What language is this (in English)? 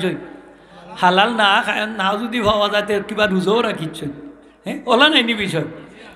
Sylheti